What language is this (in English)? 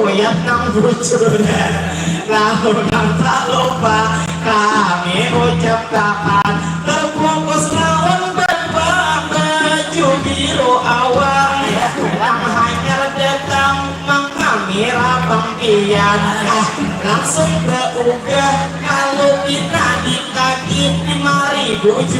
Banjar